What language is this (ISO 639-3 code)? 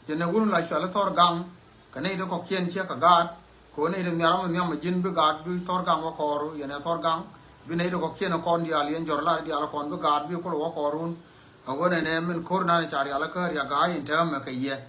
nus